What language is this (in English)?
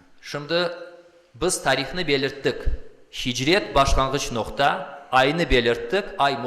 Crimean Tatar